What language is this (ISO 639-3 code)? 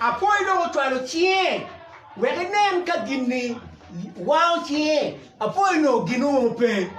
ach